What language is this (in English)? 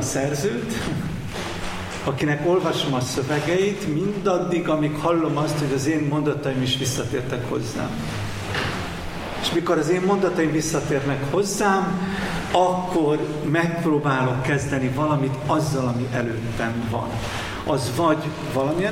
Hungarian